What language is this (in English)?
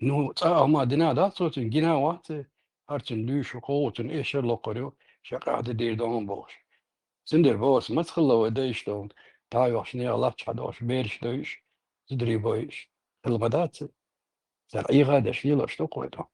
Chechen